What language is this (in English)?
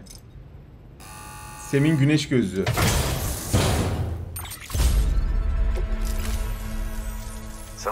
Turkish